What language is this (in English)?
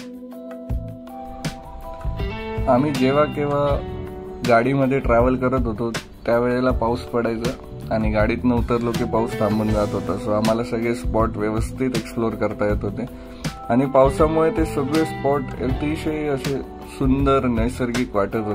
Marathi